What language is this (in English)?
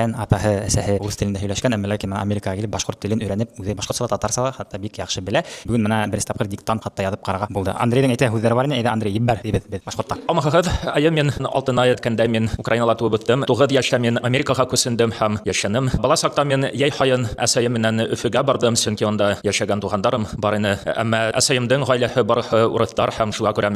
Bashkir